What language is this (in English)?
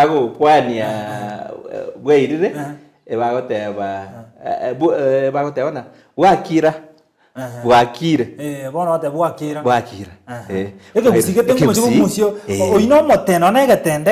Gusii